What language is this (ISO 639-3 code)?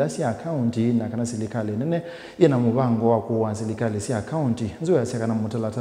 kam